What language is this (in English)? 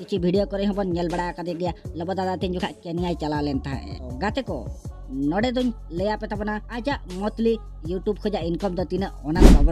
Santali